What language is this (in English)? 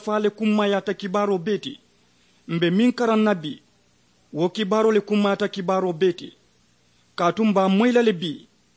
Mandingo